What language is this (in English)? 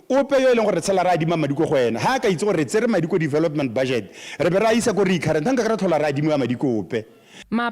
Tswana